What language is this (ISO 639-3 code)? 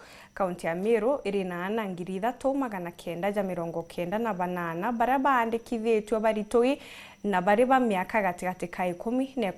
mer